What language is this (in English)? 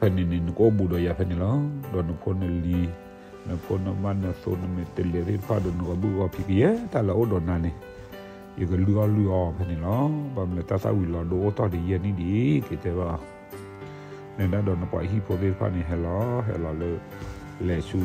S'gaw Karen